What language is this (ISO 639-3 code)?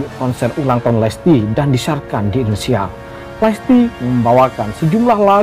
ind